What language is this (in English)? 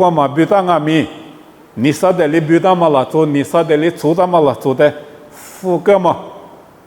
Lisu